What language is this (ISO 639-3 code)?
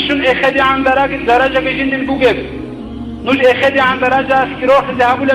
ava